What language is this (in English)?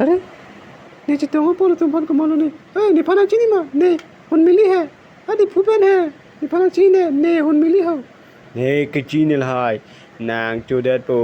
Karbi